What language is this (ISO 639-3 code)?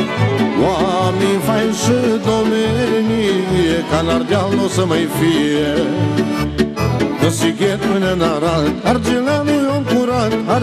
ron